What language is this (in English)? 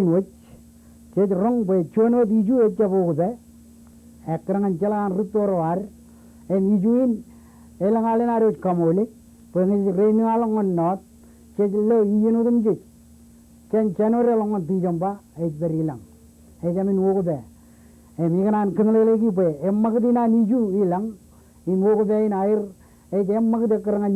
Marshallese